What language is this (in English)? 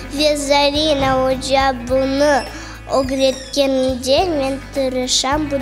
Crimean Tatar